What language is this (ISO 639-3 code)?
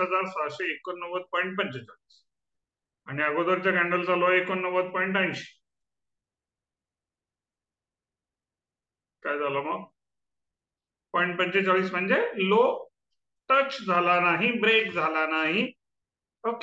mar